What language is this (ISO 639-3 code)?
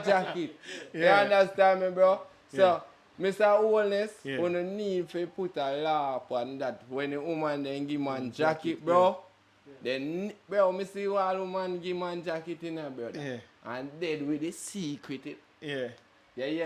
jam